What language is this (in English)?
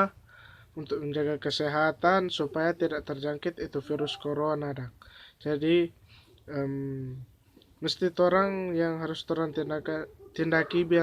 Manado Malay